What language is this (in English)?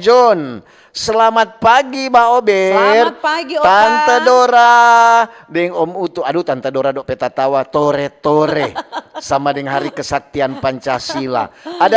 Manado Malay